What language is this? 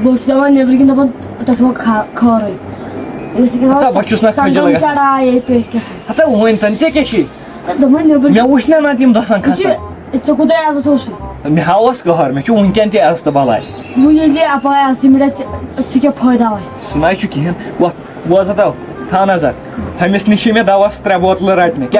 Kashmiri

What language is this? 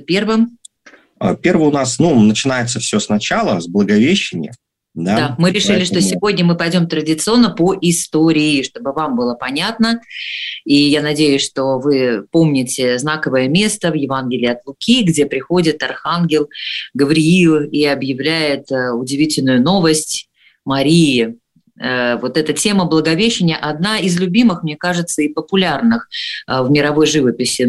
Russian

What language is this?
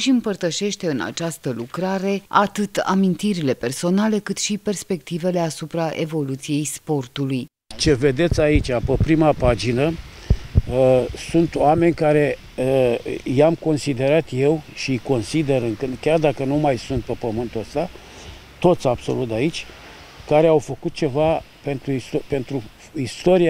Romanian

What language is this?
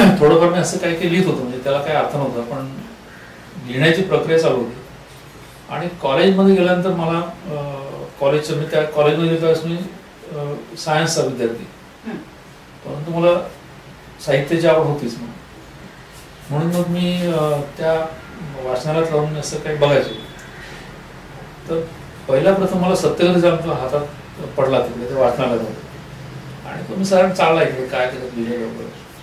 Marathi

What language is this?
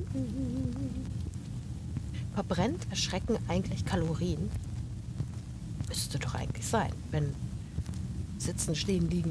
German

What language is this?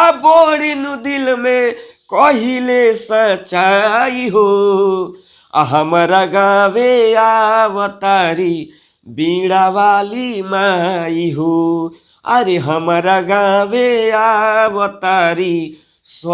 Bhojpuri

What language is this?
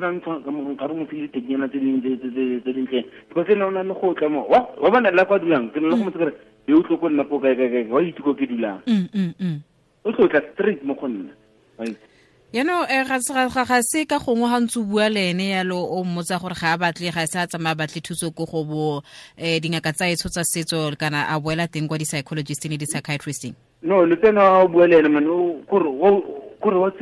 Tswana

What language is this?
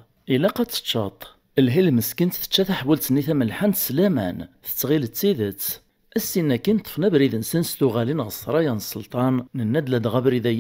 Kabyle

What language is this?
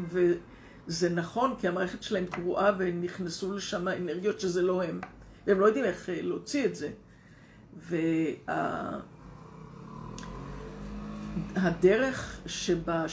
Hebrew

